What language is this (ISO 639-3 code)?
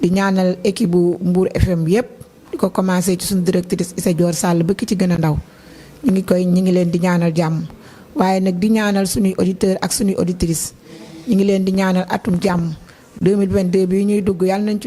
wol